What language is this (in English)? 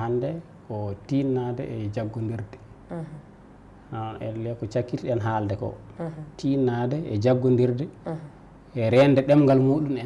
Fula